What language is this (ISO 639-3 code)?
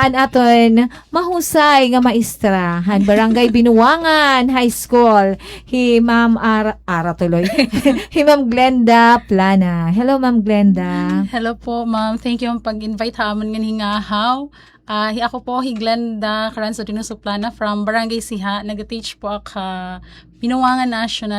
war